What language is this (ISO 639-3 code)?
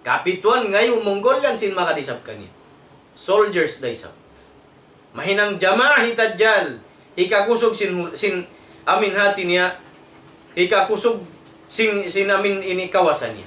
tsg